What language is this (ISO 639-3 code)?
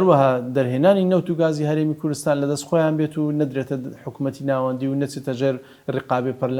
ckb